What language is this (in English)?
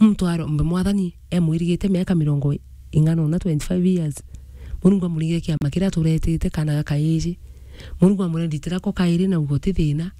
Meru